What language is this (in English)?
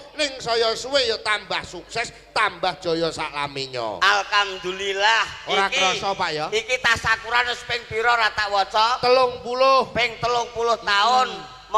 Javanese